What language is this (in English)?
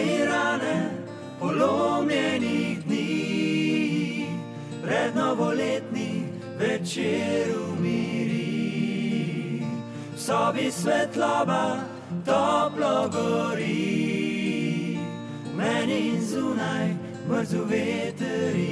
Slovenian